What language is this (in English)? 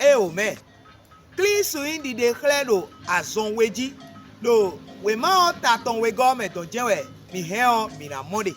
Fon